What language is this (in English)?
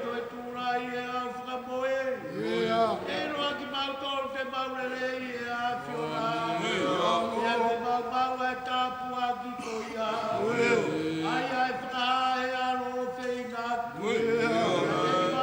Tongan